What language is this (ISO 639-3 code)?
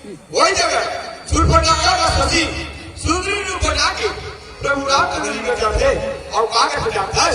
hne